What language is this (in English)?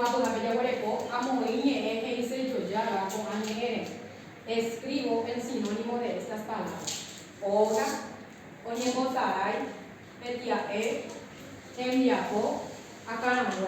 Guarani